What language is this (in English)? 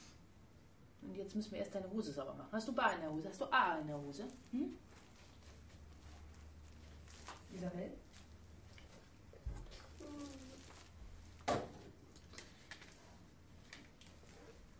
German